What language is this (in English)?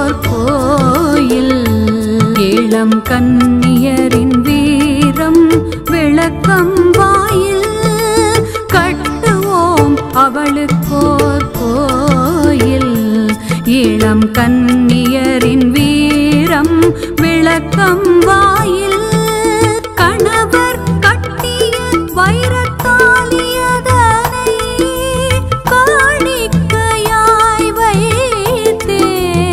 Tamil